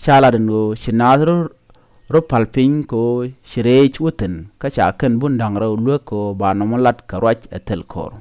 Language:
Nuer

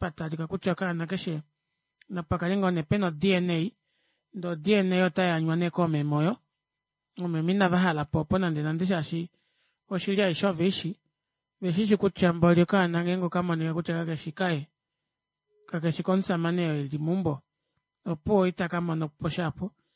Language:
Kuanyama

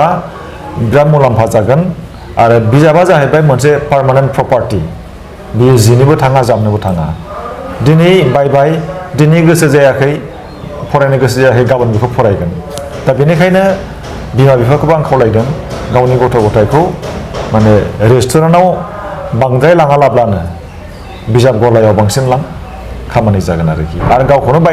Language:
Bodo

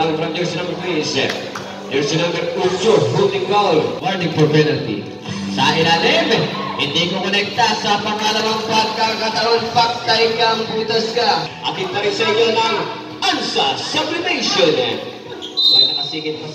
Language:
Filipino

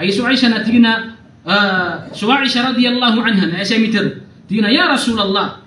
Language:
Maranao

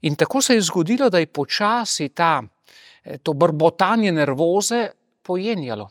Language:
Slovenian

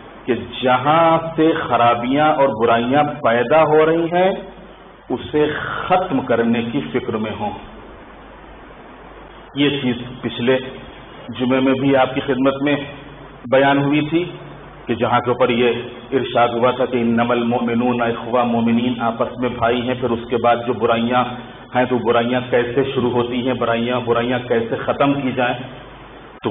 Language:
Urdu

